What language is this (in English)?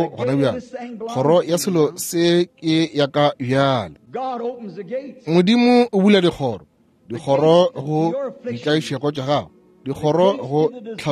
Northern Sotho